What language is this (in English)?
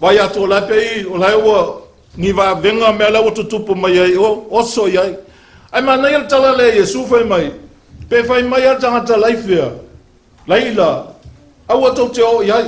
Samoan